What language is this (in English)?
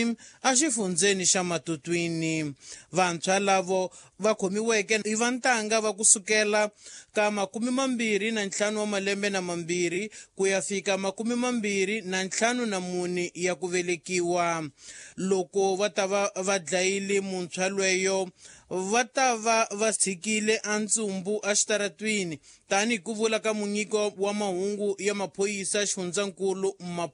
Tsonga